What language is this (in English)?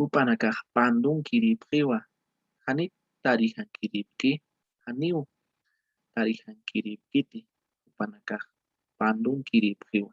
Aymara